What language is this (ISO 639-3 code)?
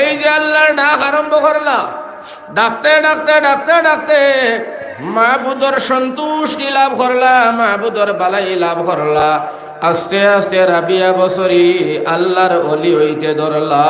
syl